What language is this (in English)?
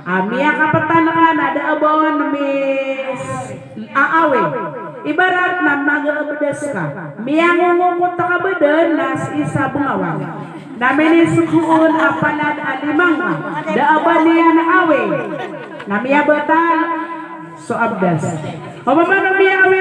Maranao